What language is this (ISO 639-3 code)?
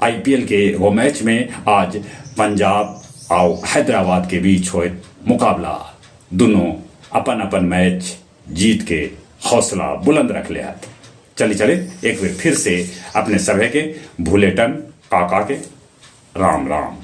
mag